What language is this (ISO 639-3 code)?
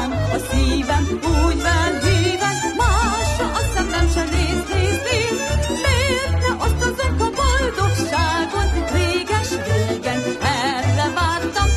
hun